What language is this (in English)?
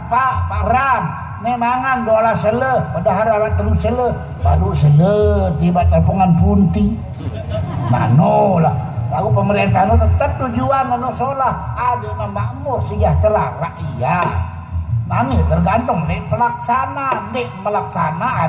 Sasak